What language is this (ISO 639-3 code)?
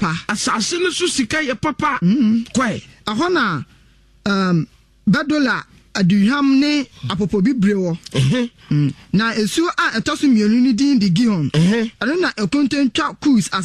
aka